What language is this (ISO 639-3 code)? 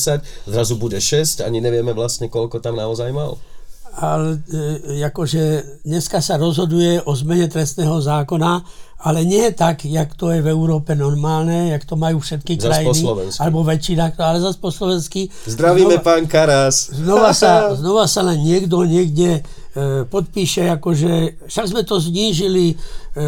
slk